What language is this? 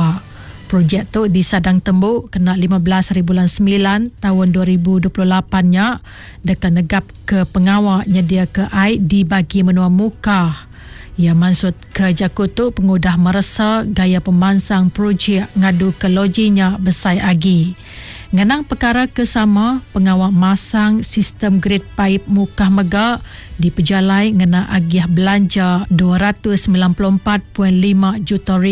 Iban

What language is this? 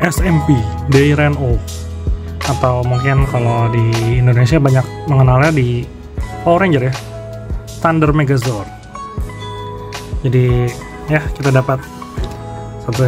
Indonesian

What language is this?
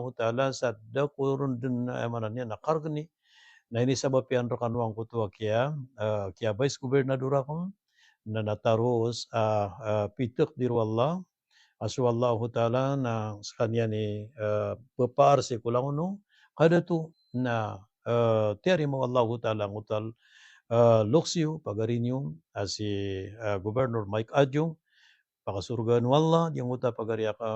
Maranao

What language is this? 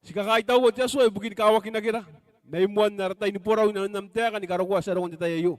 Gilbertese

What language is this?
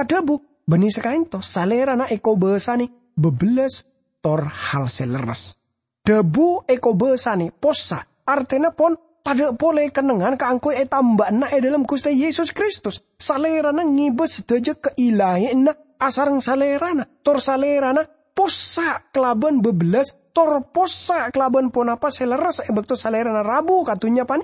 Madurese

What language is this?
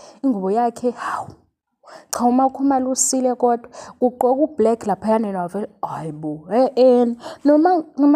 Zulu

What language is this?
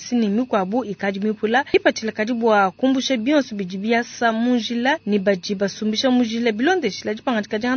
Luba-Lulua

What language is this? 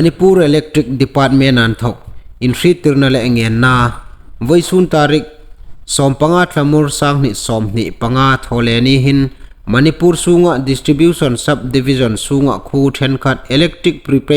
Hmar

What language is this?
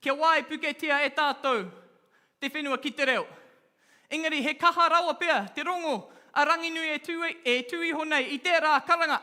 Māori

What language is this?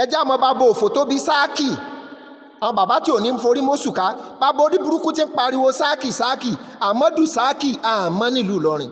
Yoruba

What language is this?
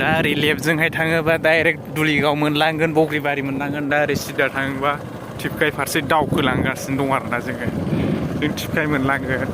Bodo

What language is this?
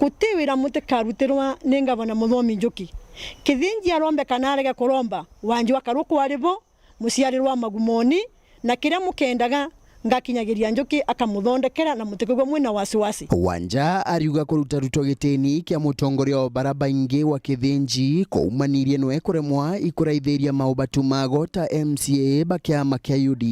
Meru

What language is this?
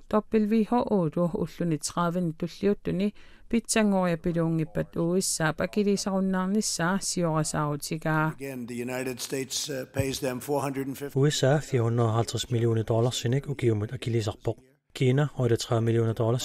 Kalaallisut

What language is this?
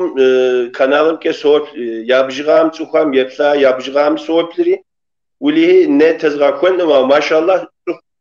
Kabardian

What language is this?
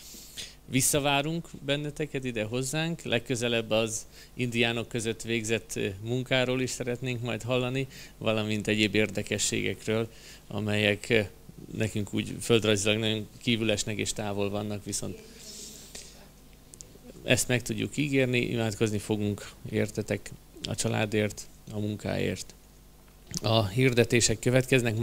Hungarian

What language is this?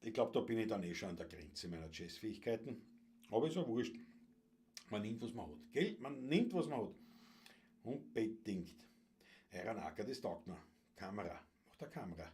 Bavarian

